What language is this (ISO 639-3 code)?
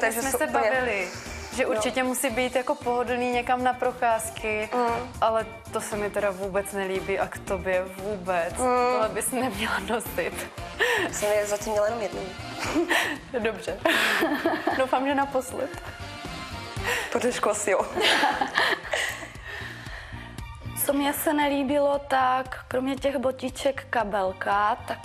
ces